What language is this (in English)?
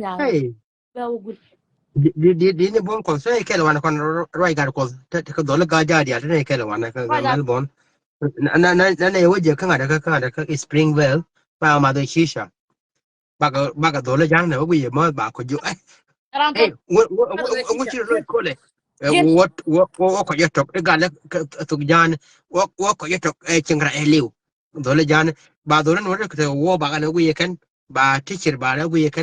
Nuer